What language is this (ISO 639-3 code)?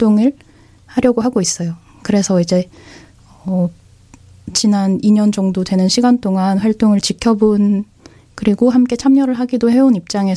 kor